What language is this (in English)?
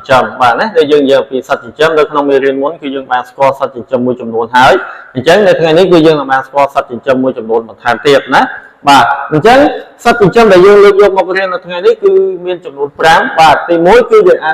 Khmer